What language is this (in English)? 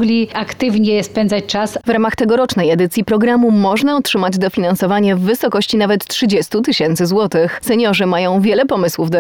Polish